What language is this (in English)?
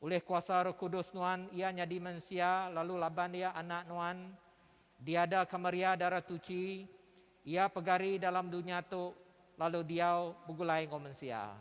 Iban